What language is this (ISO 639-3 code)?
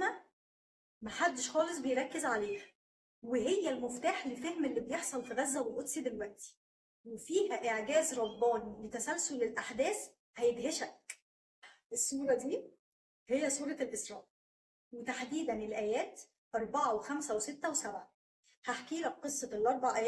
arz